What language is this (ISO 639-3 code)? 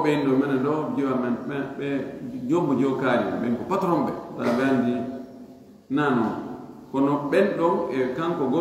ful